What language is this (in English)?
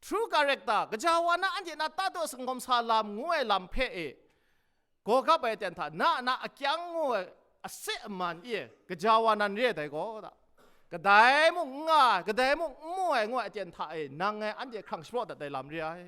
Kachin